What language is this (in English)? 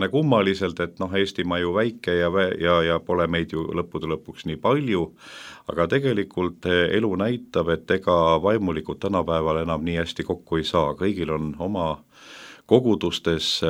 Estonian